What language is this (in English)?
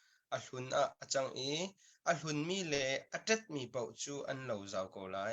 Hakha Chin